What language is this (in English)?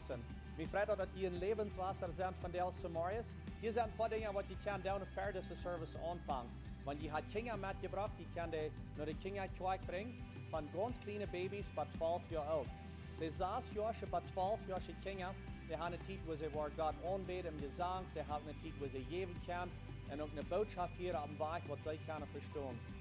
Plautdietsch